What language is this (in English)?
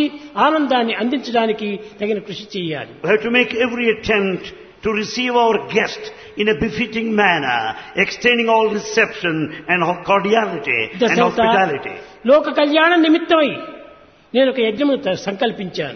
Telugu